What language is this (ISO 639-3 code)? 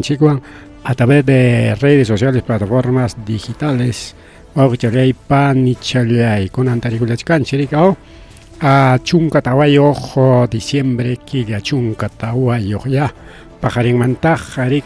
quy